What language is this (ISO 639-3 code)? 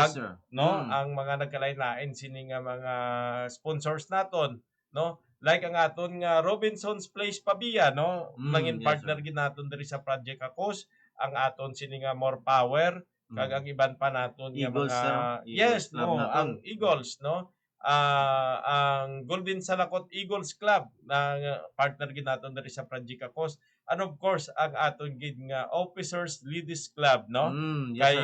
hil